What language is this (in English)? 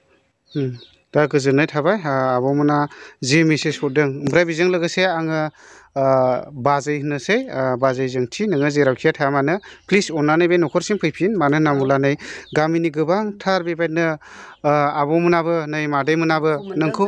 Bodo